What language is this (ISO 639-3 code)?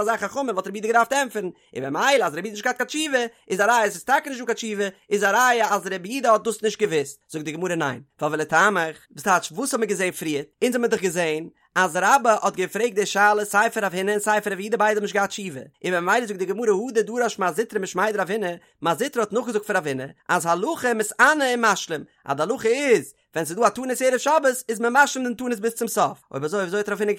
yid